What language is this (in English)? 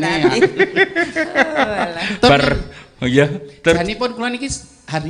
Javanese